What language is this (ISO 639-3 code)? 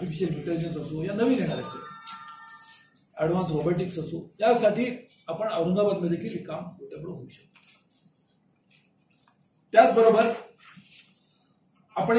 mar